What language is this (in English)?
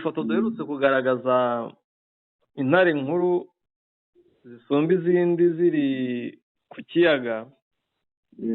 Kinyarwanda